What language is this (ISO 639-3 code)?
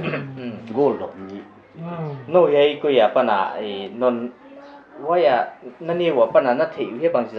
pck